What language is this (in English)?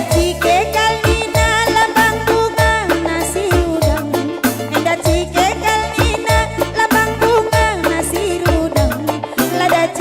Batak Karo